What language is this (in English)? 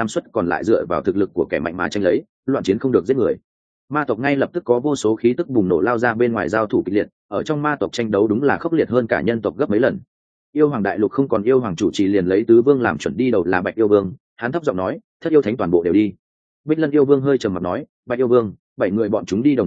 Vietnamese